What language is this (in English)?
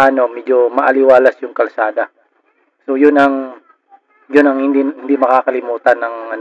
Filipino